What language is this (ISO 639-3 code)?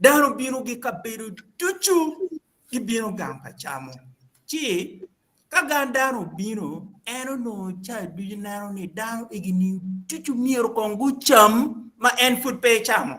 ach